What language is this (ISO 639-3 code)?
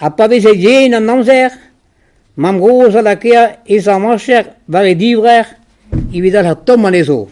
bre